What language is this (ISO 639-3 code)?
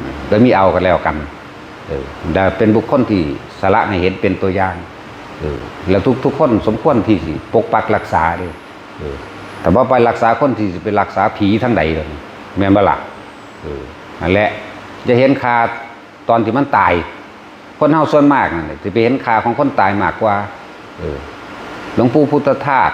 tts